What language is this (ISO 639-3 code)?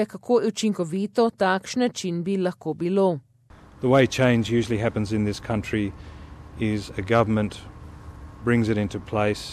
slv